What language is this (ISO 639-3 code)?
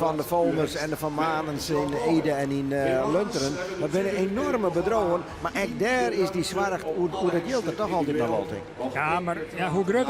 fry